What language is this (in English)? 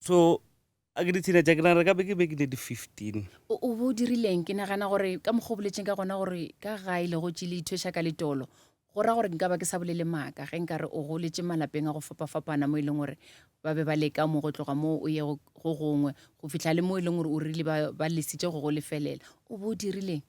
Northern Sotho